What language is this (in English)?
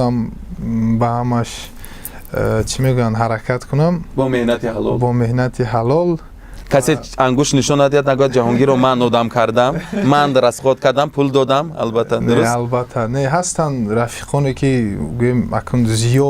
Tajik